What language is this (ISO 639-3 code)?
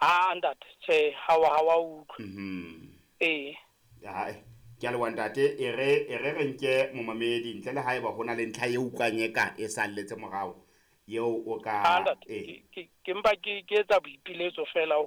sot